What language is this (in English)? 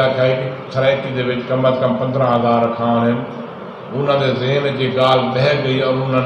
Saraiki